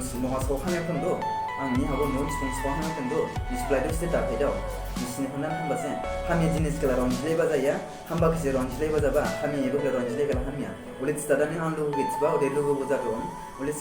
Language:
Dimasa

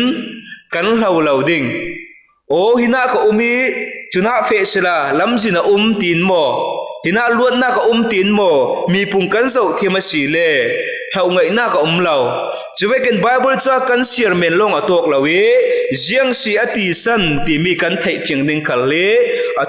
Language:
Falam Chin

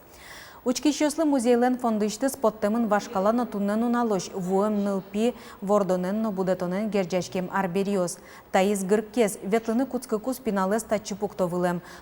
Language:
Udmurt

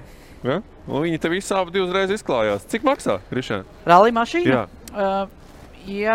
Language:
Latvian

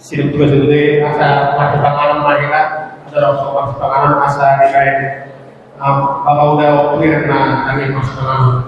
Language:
Batak Toba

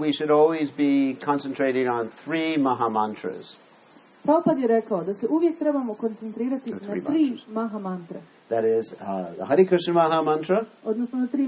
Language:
Croatian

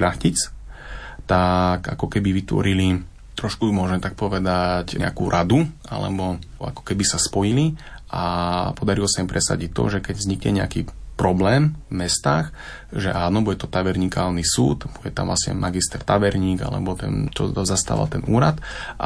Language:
Slovak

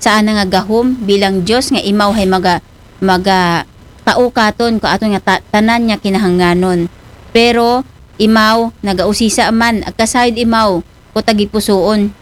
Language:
Aklanon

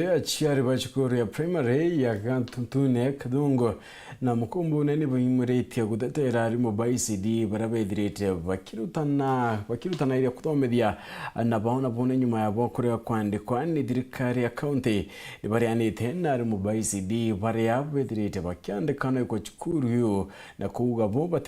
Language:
Meru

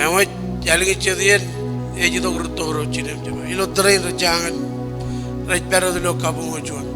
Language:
Marshallese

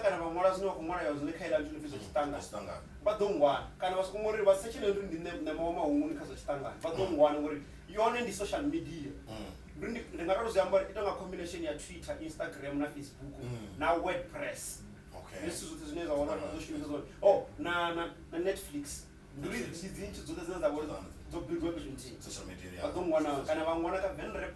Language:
Venda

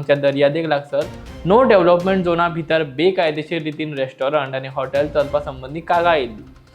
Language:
Konkani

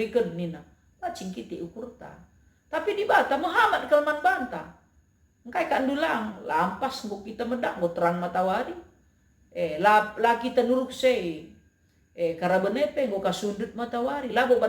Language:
Batak Karo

